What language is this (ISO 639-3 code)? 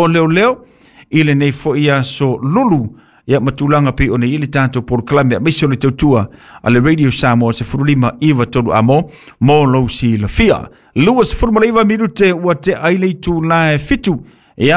smo